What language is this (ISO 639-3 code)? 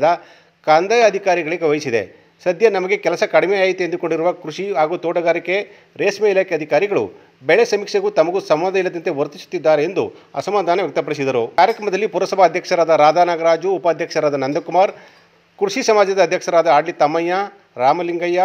kan